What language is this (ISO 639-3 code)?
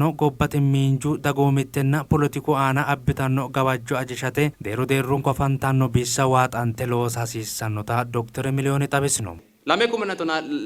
sid